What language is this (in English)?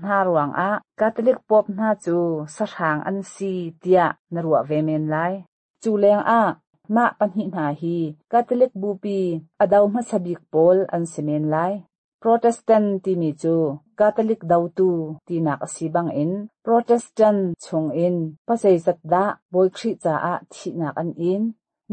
Hakha Chin